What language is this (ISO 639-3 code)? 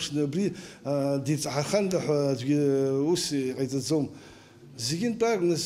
abk